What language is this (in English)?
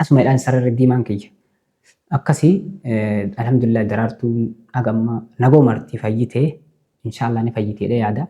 Oromo